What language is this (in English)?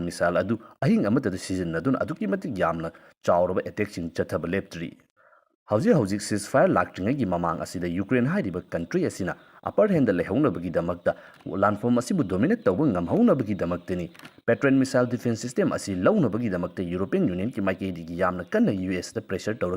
Manipuri